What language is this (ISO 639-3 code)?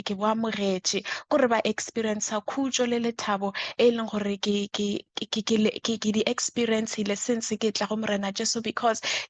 nso